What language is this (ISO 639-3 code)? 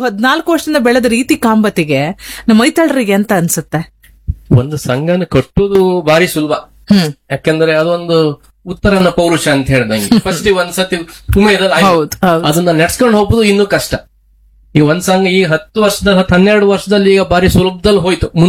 kan